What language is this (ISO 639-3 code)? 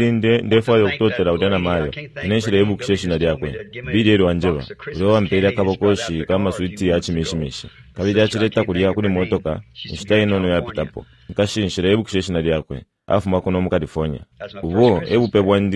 bem